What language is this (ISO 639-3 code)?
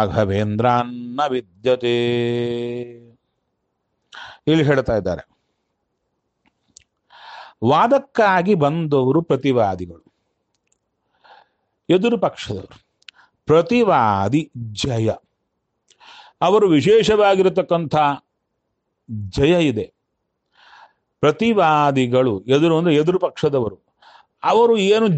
kan